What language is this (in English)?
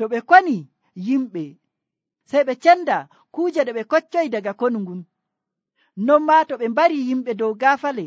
Nigerian Fulfulde